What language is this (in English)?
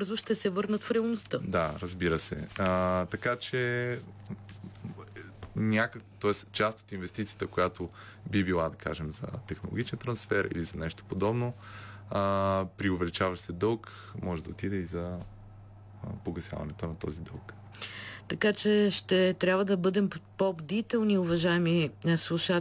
Bulgarian